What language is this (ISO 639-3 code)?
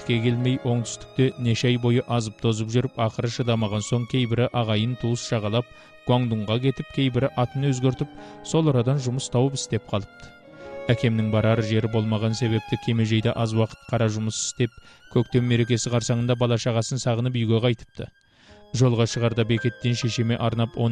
kaz